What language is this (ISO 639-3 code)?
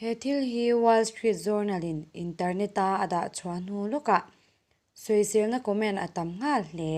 lus